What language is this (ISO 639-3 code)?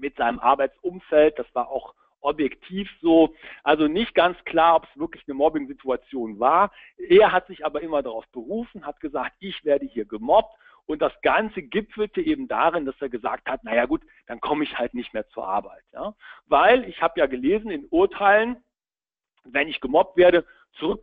deu